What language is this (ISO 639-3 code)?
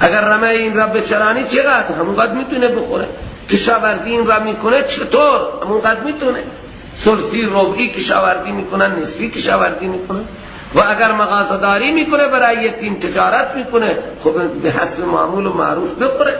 fas